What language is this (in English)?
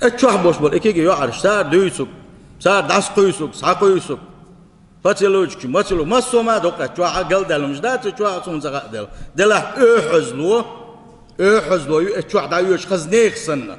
Chechen